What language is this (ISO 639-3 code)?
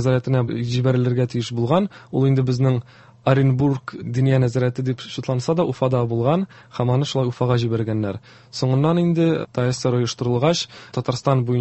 tat